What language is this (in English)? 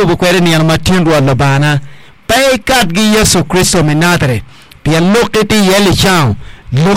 Acoli